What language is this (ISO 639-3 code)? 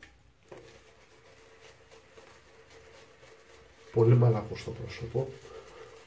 ell